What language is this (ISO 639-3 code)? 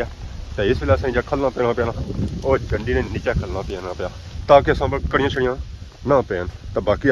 phr